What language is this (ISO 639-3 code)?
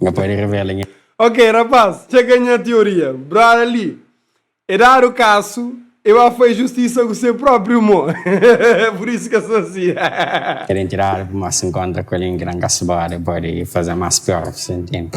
kea